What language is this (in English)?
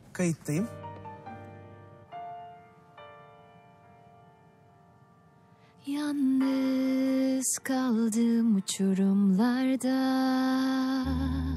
Turkish